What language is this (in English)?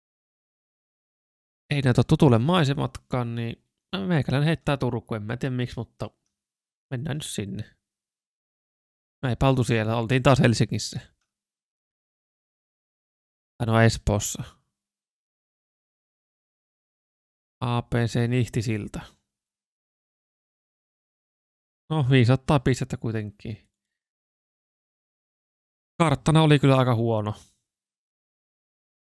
Finnish